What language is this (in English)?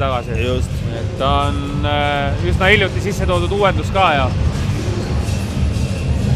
Estonian